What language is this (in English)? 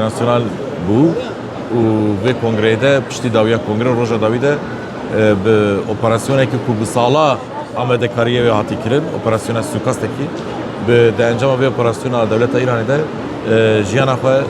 Kurdish